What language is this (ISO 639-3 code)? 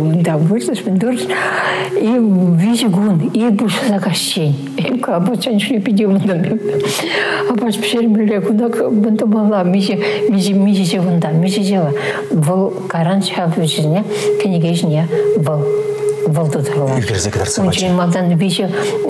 chv